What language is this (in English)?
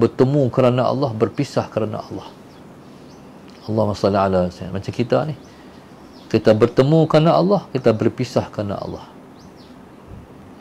Malay